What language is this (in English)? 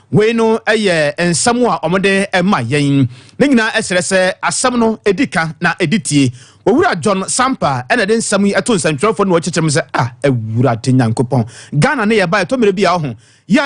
Akan